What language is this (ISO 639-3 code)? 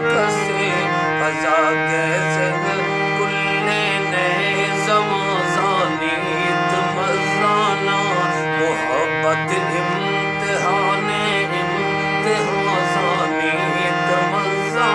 skr